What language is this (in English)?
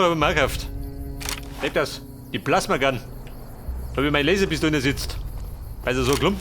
Bavarian